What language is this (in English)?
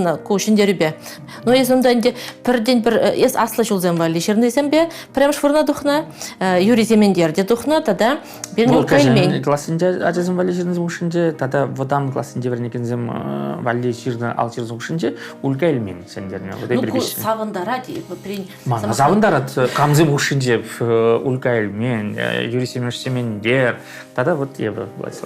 Chuvash